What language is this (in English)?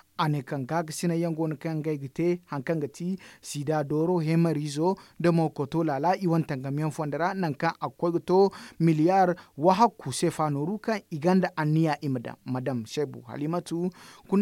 Zarma